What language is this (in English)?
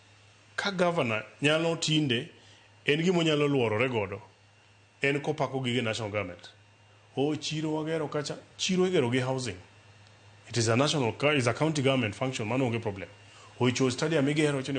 Luo (Kenya and Tanzania)